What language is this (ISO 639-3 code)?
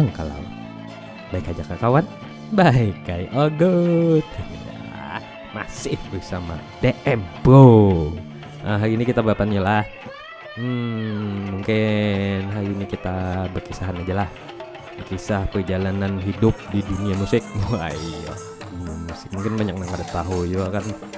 bjn